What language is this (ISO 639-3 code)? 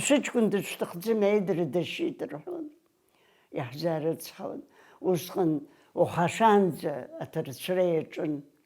abk